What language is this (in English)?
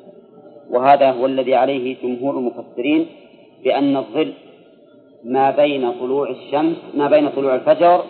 Arabic